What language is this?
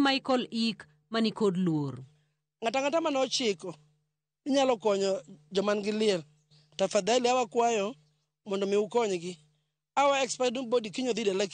Luo (Kenya and Tanzania)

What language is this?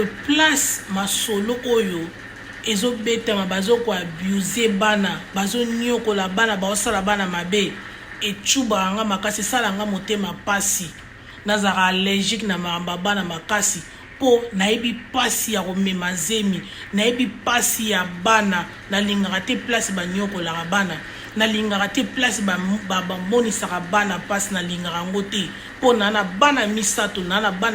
Lingala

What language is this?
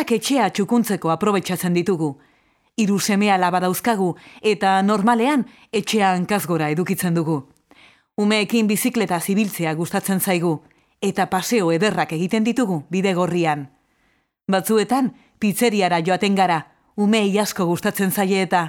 Basque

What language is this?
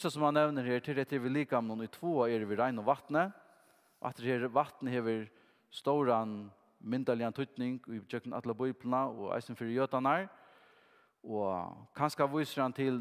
Faroese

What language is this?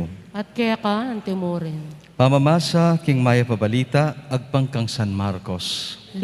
Pampanga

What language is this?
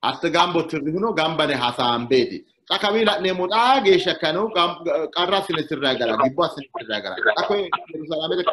Sidamo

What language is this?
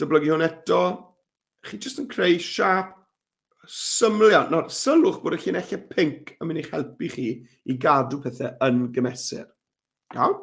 Welsh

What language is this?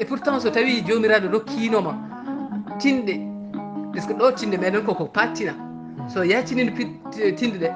Fula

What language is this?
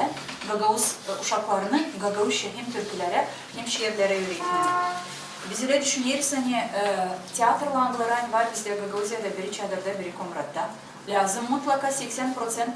Gagauz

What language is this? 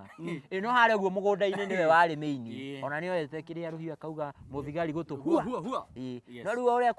Kikuyu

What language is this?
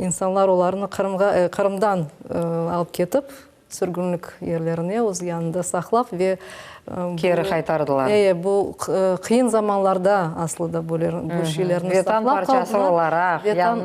Crimean Tatar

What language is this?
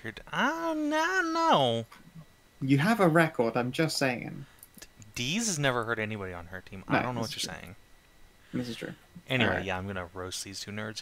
English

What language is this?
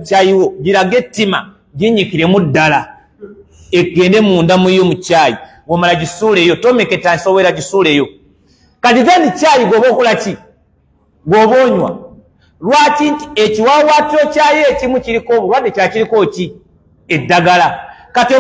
Ganda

